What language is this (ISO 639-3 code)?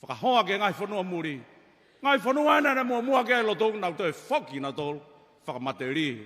ton